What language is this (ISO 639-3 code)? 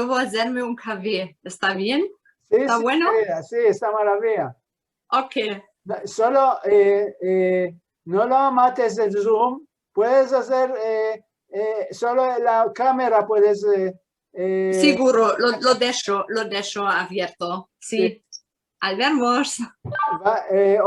lad